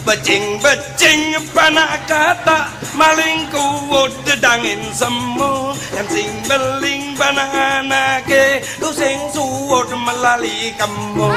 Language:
Balinese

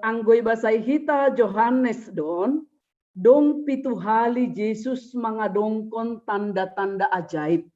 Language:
Batak Simalungun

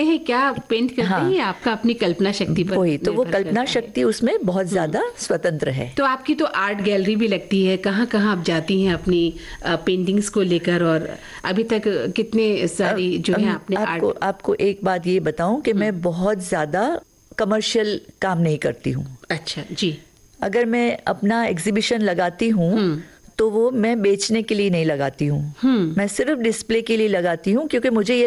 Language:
Hindi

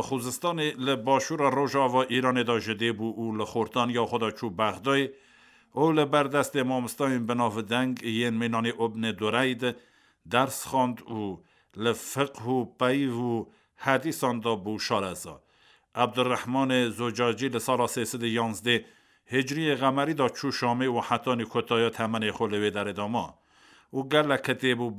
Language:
Kurdish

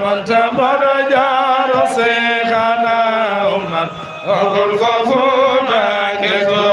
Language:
Fula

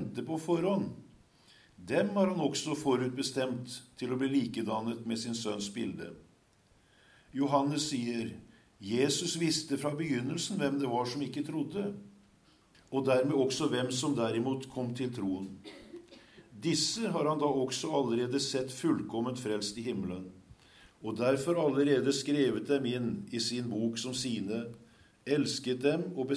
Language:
Norwegian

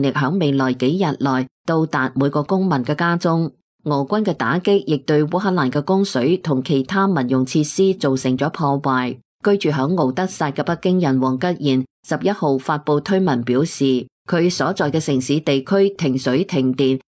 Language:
Cantonese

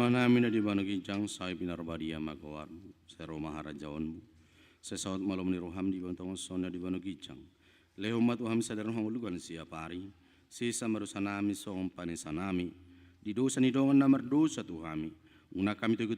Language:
Batak Toba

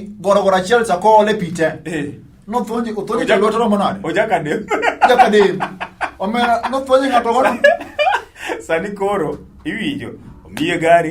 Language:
Luo (Kenya and Tanzania)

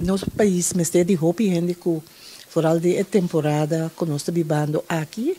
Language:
Papiamento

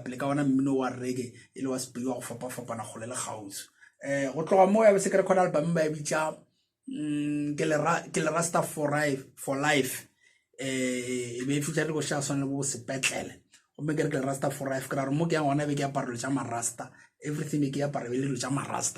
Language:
Northern Sotho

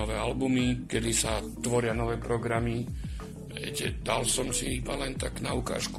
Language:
Slovak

